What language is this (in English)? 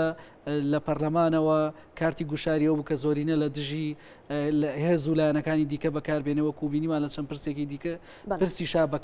Central Kurdish